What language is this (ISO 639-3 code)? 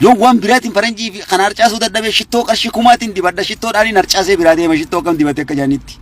orm